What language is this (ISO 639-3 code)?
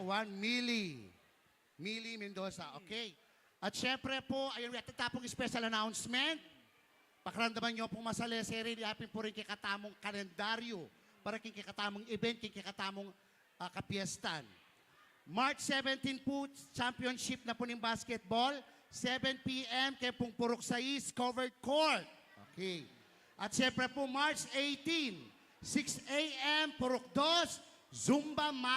pam